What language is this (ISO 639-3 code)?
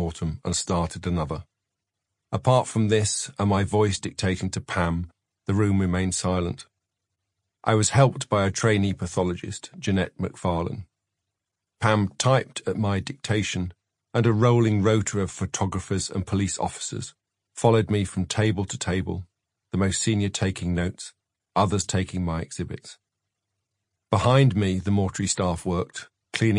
eng